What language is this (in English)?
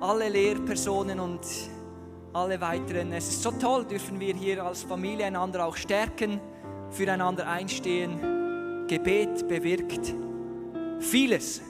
Swiss German